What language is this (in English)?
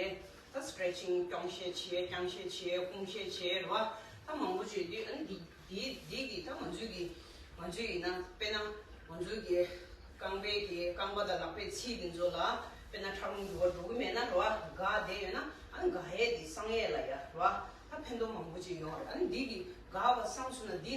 Tibetan